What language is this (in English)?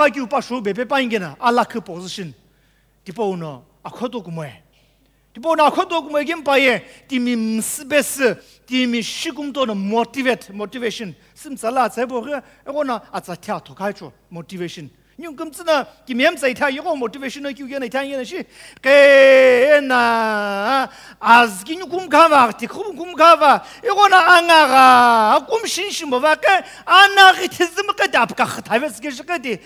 Sumi Naga